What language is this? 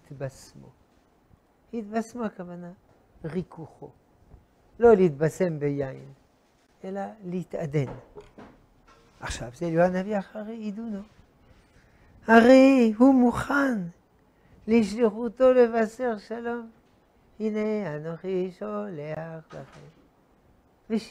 Hebrew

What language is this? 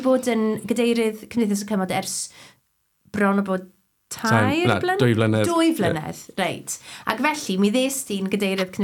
Welsh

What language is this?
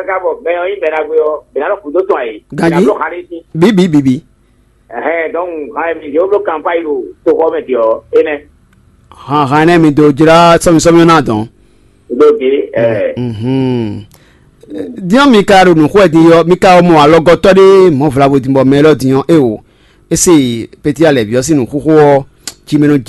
Fon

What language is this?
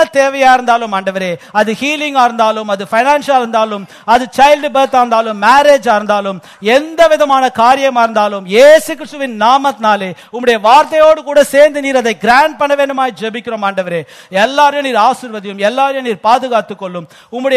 Tamil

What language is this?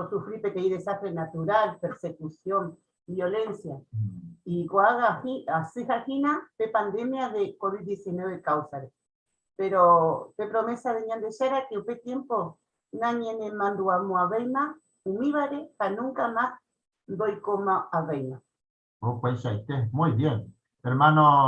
Guarani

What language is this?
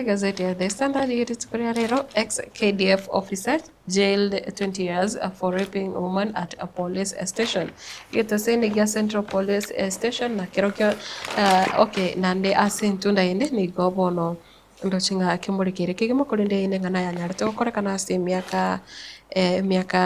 Gusii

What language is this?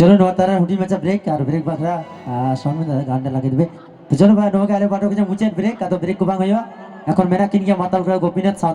Santali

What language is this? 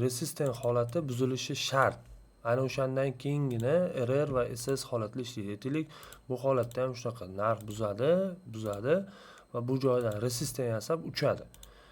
Uzbek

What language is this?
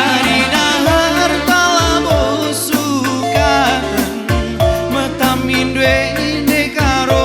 Batak Karo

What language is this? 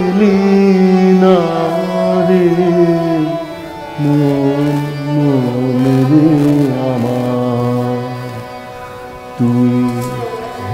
Bangla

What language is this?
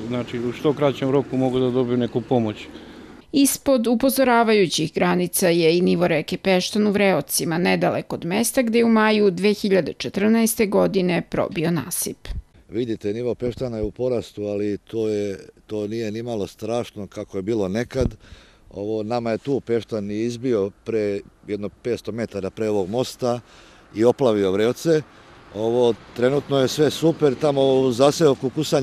Serbian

